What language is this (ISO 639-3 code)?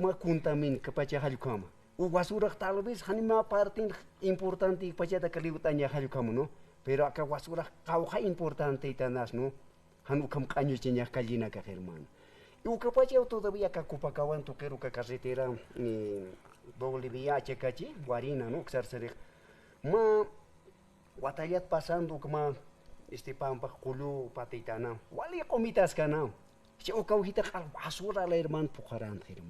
aym